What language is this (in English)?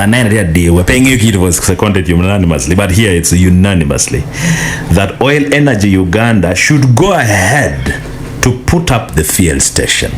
Acoli